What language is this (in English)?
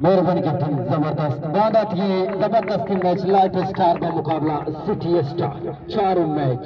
Baluchi